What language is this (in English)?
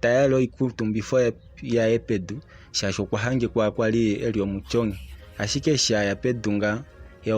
Kuanyama